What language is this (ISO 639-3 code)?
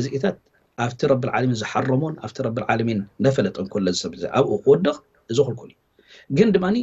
tir